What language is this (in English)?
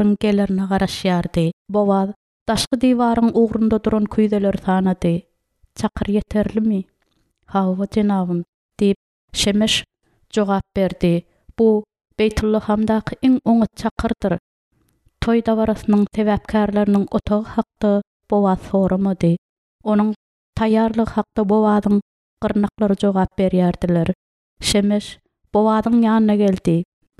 Turkmen